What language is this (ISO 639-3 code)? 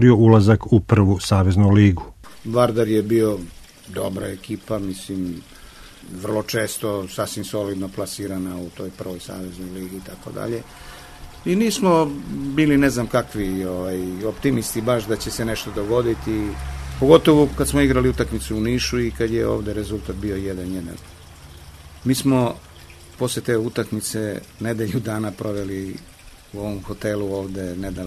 srp